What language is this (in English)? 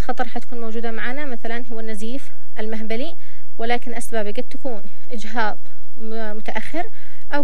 Arabic